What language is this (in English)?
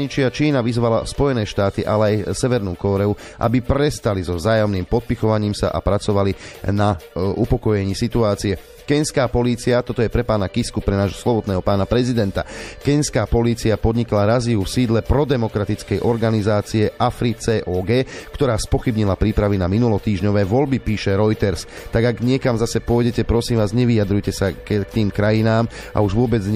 Slovak